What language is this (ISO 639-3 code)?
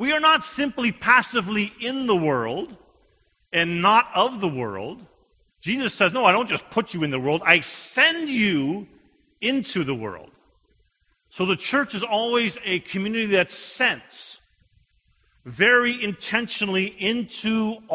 eng